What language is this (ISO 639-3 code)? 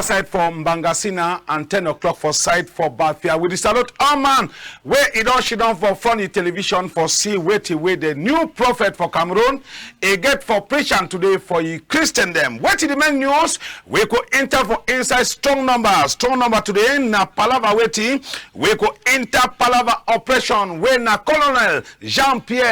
wes